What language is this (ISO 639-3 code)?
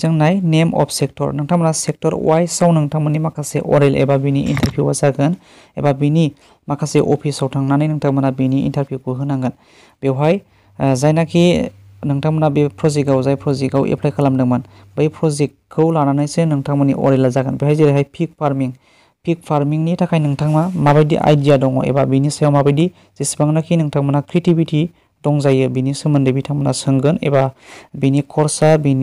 brx